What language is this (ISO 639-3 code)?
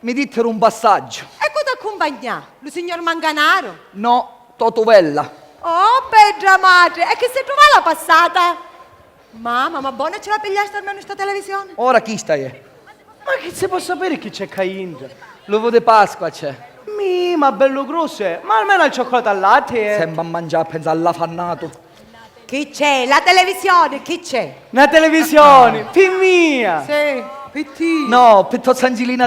scn